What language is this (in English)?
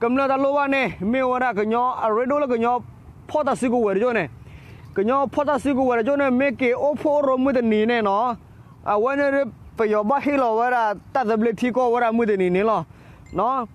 S'gaw Karen